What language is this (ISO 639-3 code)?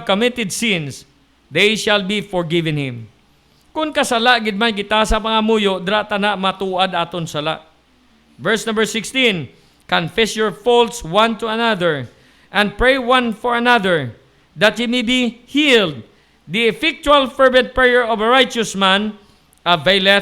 hil